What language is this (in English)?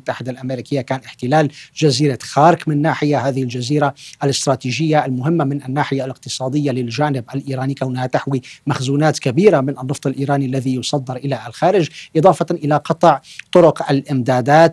Arabic